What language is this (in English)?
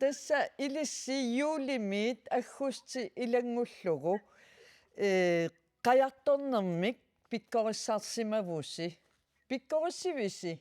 Kalaallisut